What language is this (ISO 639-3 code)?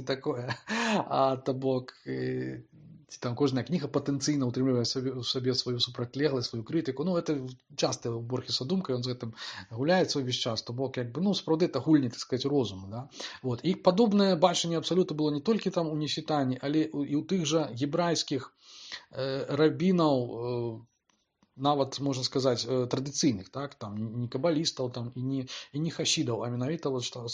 bel